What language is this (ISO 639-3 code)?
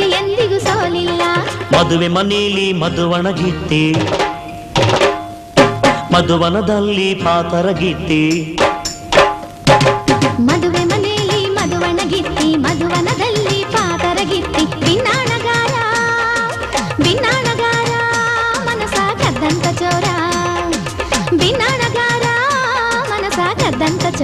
kan